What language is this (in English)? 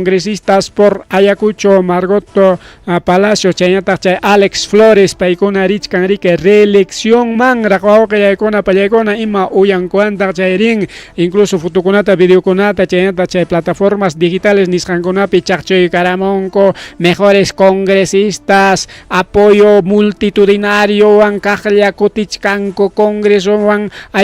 Ayacucho Quechua